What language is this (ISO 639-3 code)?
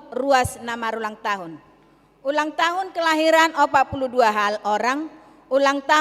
bbc